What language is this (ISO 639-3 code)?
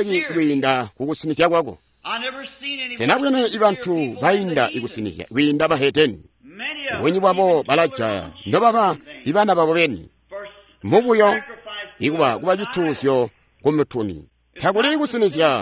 toi